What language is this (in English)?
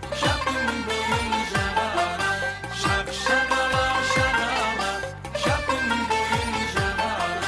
Kara-Kalpak